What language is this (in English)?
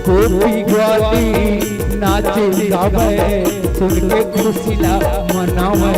Chhattisgarhi